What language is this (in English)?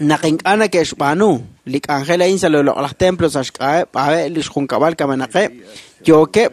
Kekchí